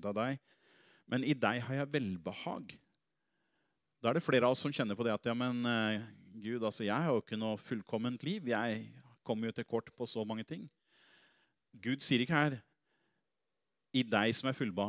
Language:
Norwegian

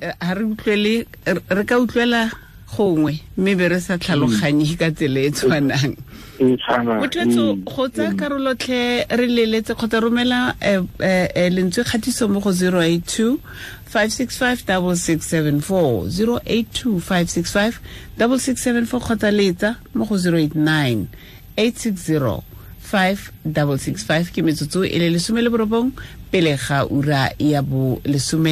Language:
Tswana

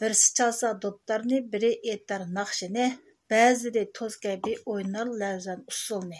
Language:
Uyghur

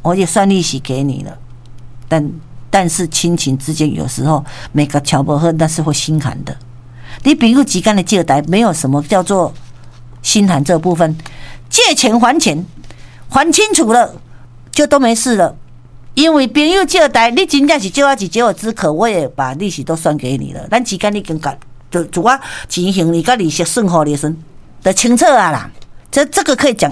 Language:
Min Nan Chinese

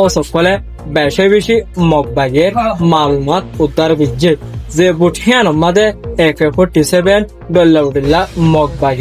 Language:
Rohingya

